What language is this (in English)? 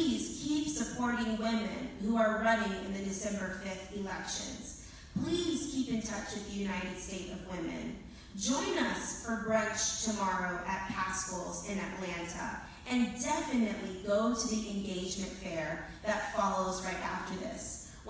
English